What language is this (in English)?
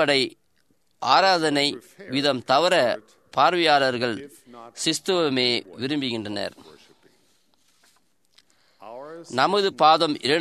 Tamil